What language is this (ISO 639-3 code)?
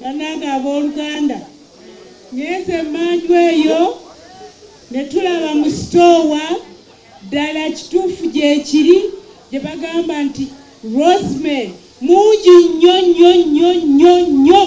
lug